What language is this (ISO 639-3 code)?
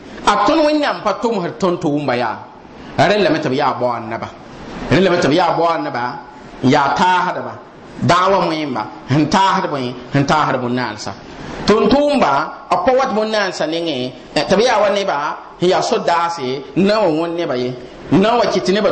mos